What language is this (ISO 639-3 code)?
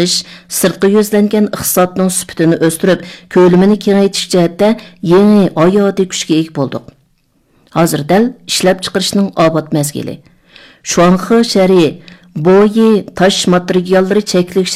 uig